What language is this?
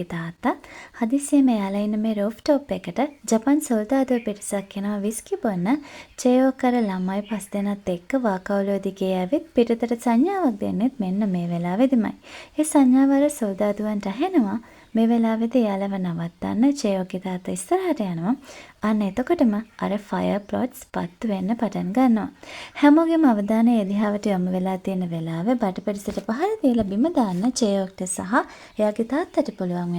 Sinhala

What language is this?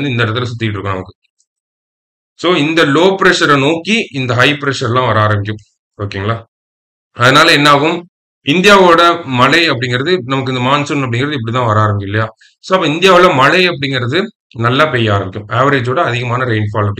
Tamil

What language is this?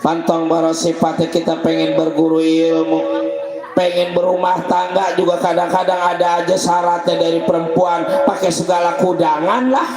Betawi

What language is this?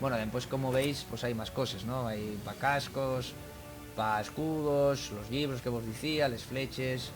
Asturian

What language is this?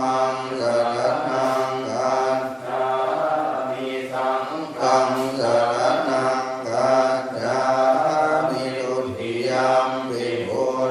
Pali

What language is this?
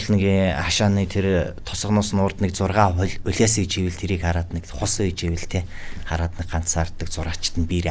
Mongolian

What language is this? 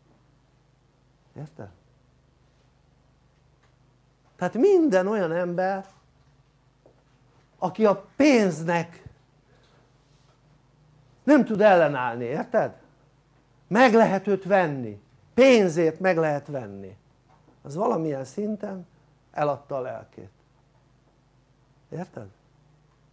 Hungarian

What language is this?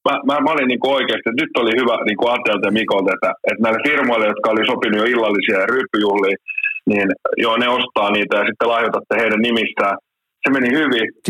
Finnish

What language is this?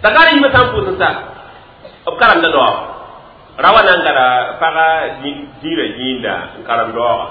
Mossi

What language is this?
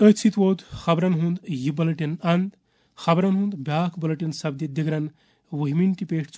Kashmiri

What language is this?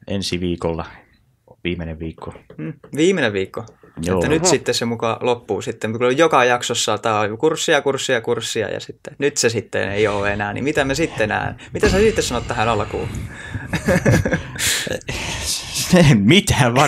Finnish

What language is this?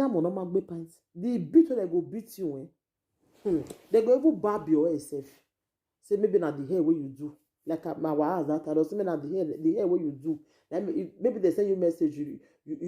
Nigerian Pidgin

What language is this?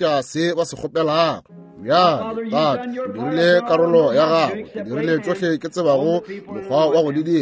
Northern Sotho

